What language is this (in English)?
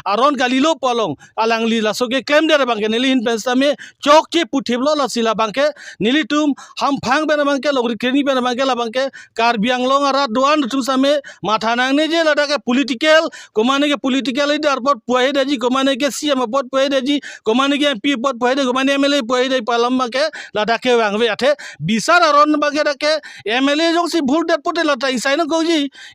Karbi